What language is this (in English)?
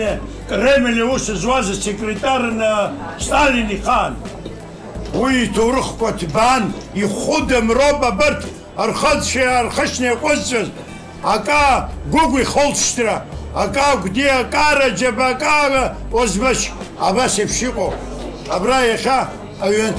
Abkhazian